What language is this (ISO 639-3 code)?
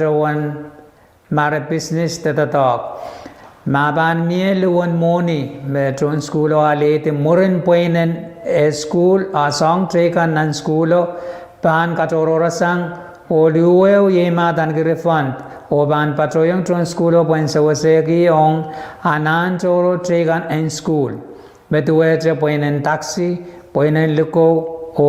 pon